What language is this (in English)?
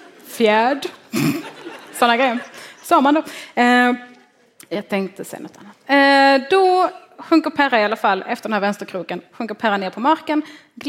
Swedish